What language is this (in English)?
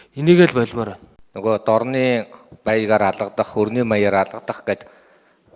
Mongolian